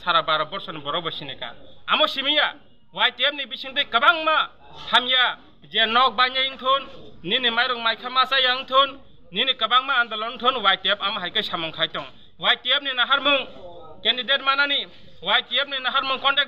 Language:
Kok Borok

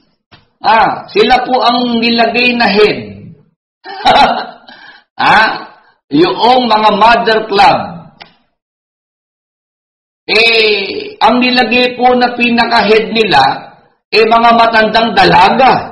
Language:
Filipino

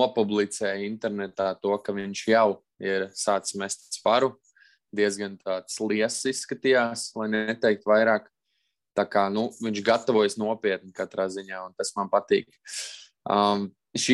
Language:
Latvian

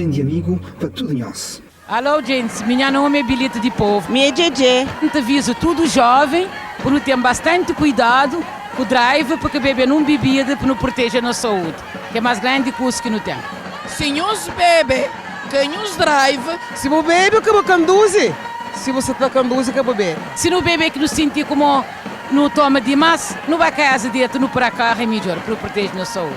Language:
Kabuverdianu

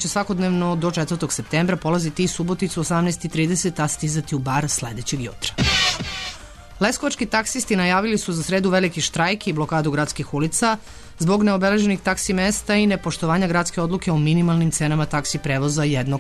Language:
Serbian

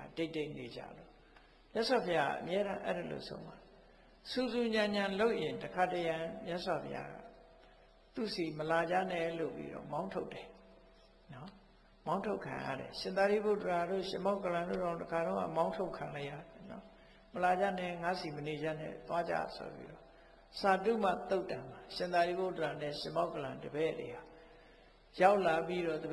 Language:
Burmese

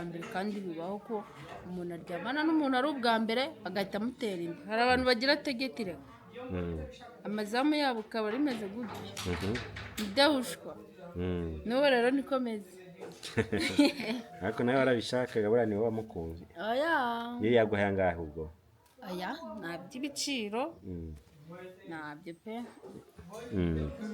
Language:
Kinyarwanda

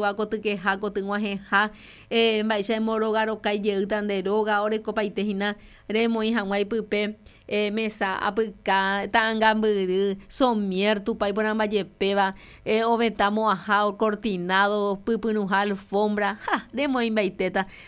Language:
Guarani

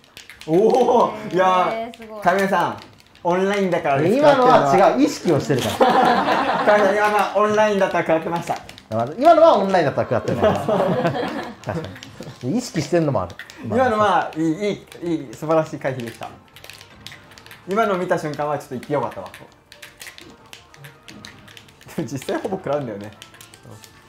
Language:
Japanese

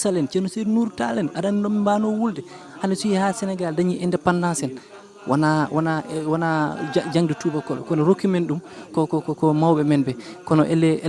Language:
Fula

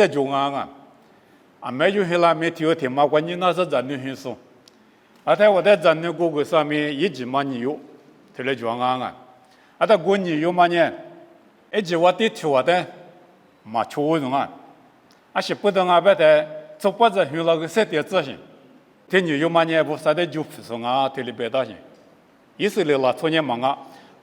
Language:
Lisu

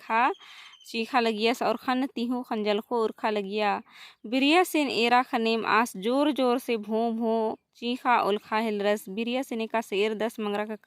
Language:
Kurukh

